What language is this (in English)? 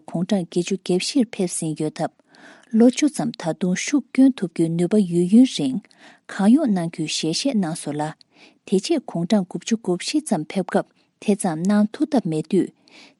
Tibetan